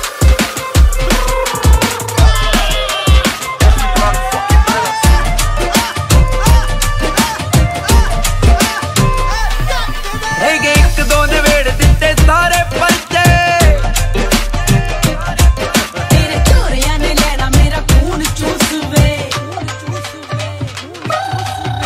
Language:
Punjabi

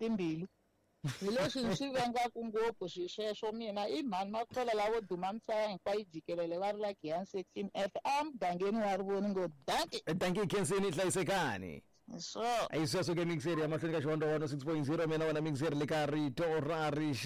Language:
Tsonga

